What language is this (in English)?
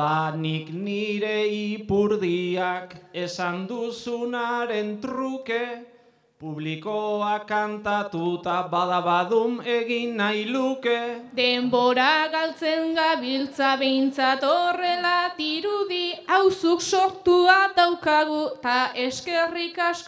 Basque